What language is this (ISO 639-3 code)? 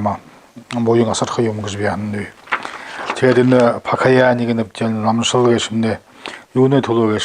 bua